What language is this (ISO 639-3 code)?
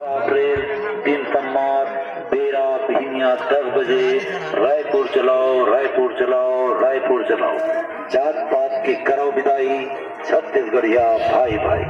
hne